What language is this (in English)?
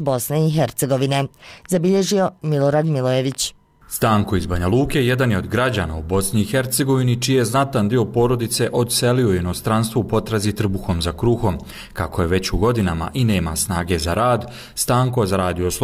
Bosnian